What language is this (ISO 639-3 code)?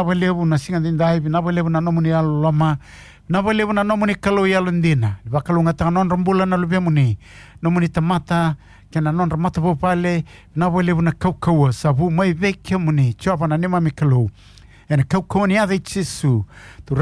fij